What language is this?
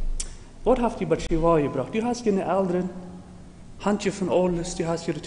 Plautdietsch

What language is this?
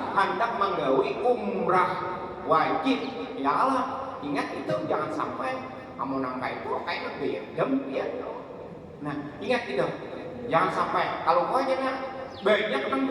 Banjar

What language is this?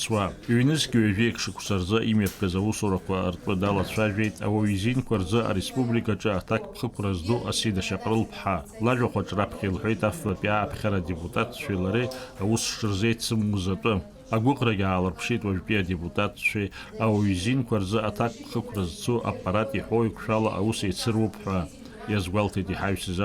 Abkhazian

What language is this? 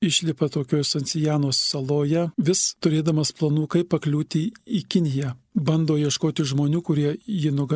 Lithuanian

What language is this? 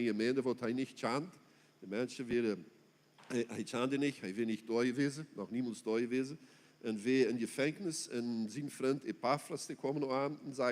Plautdietsch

